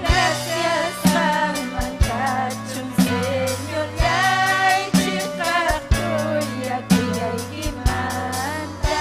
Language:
Ayacucho Quechua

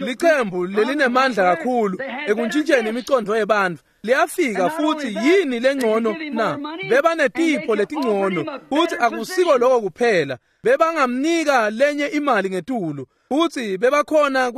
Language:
Swati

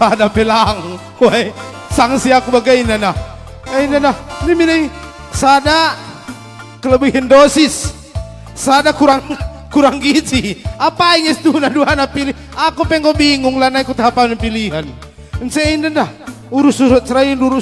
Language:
Batak Karo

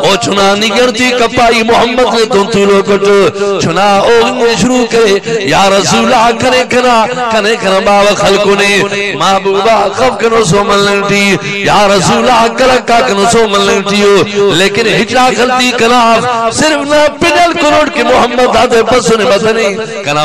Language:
Brahui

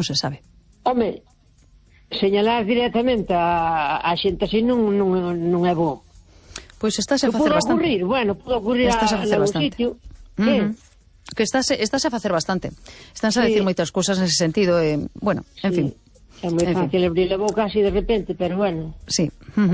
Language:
Galician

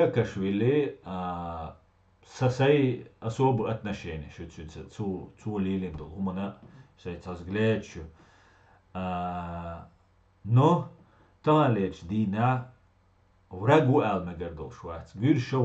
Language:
Chechen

